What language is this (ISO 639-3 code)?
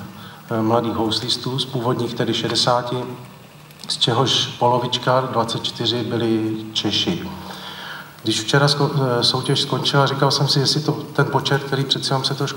ces